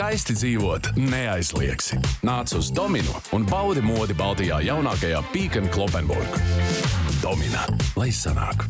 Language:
Latvian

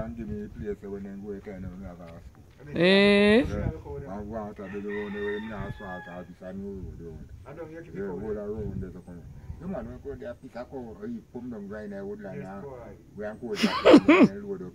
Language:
Jamaican Creole English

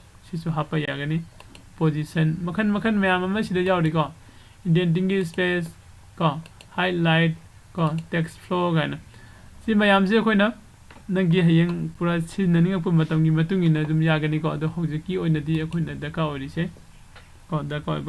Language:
Manipuri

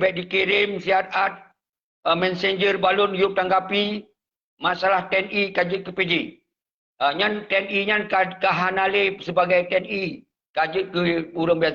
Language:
Achinese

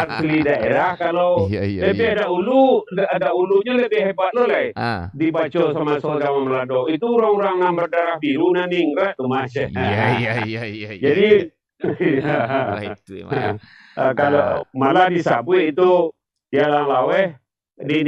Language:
Minangkabau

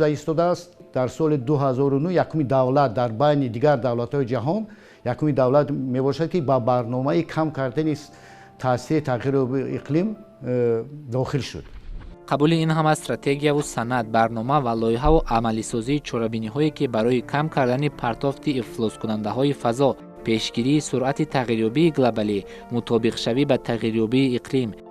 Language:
Tajik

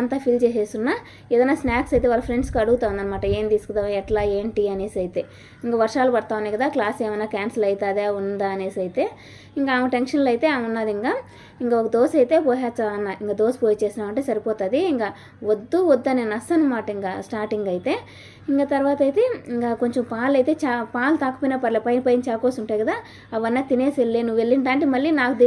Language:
Telugu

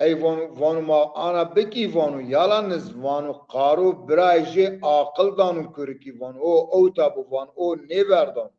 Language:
Zaza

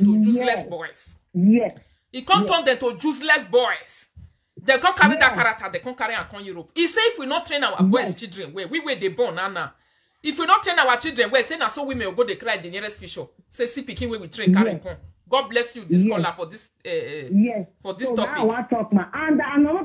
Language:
Nigerian Pidgin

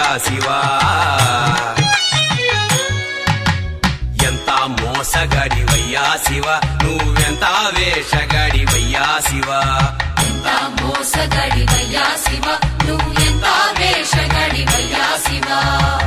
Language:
Telugu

